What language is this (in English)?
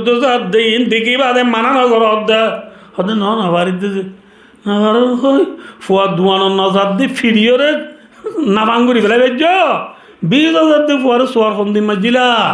Rohingya